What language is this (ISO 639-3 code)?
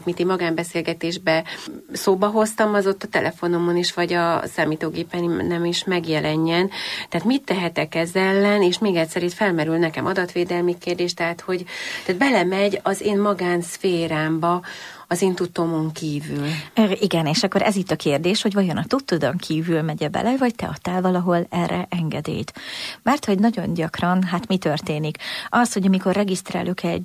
hun